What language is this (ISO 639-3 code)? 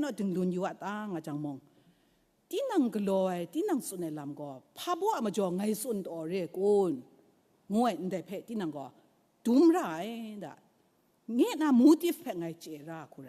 kac